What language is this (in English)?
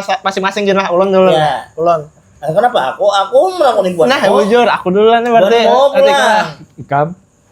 Banjar